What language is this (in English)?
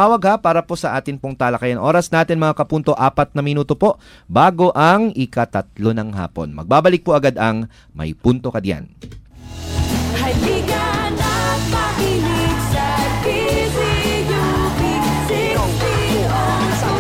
Filipino